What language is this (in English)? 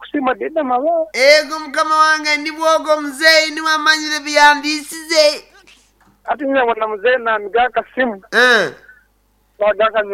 Nyankole